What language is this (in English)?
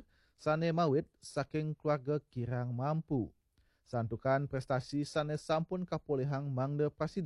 Balinese